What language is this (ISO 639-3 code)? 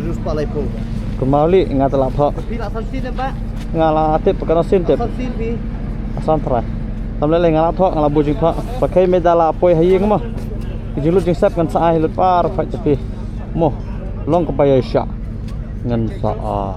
kha